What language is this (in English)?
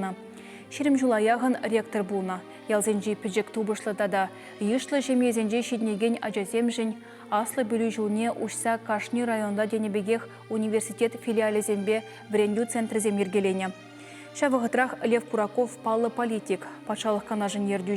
Chuvash